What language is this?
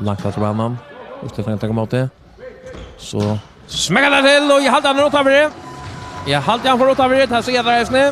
Faroese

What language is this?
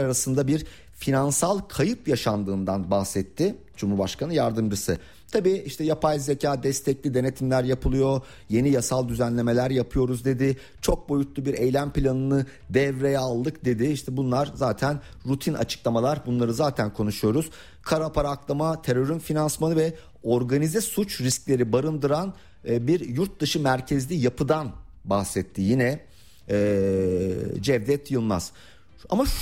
Turkish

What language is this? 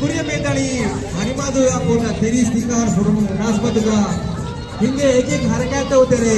Divehi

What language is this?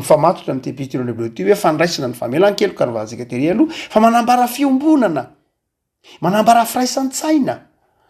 Malagasy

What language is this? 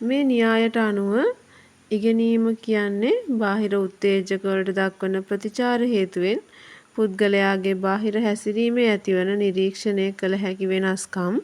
Sinhala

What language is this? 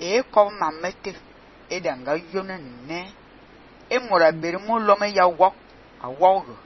Fang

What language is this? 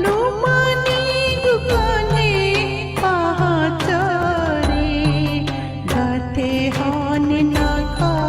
Newari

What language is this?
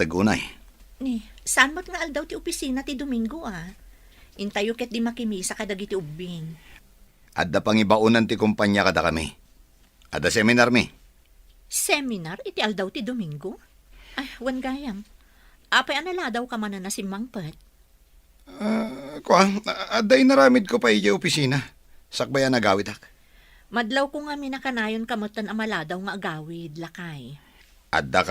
Iloko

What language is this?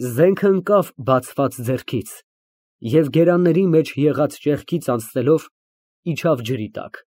Armenian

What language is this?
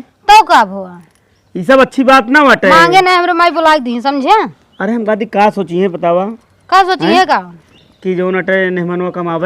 Awadhi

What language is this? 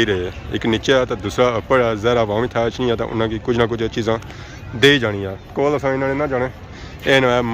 Pahari-Potwari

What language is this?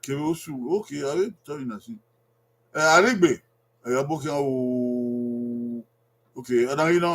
Bini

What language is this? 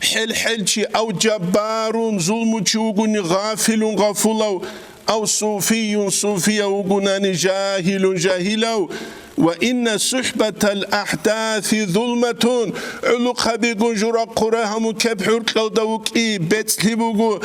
Avaric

